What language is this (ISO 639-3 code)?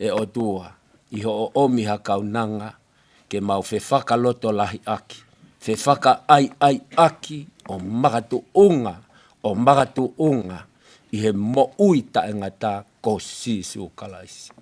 ton